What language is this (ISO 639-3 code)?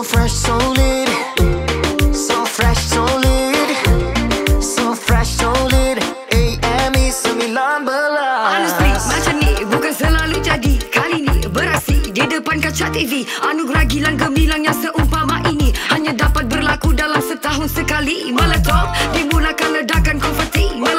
msa